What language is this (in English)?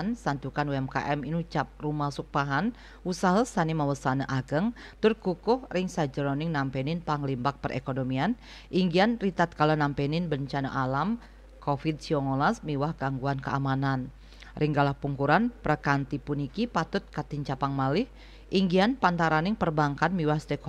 Balinese